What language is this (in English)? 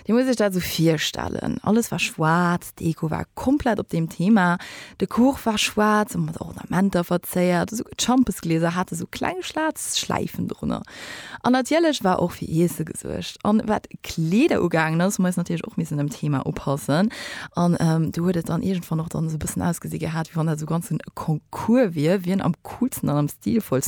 Luxembourgish